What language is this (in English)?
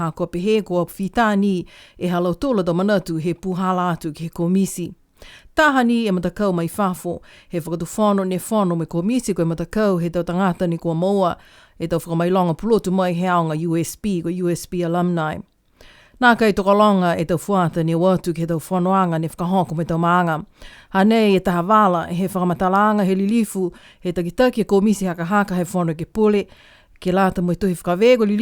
Niuean